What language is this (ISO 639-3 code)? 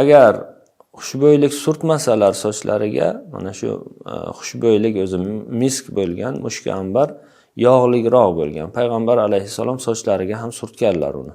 uzb